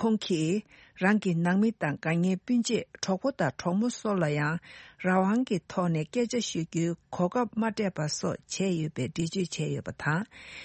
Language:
Tibetan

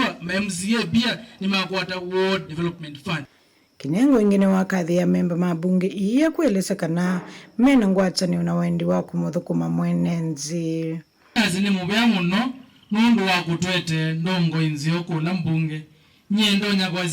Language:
Kamba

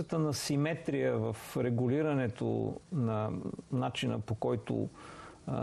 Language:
Bulgarian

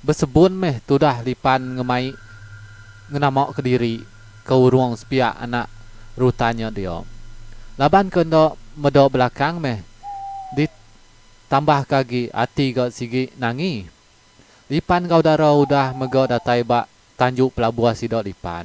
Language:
Iban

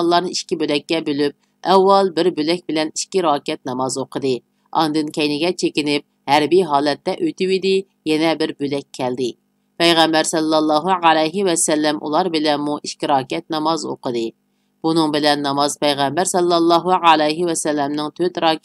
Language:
Uyghur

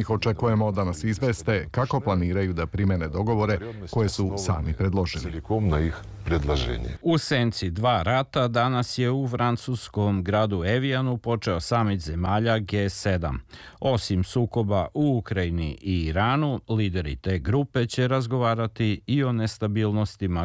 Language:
Serbian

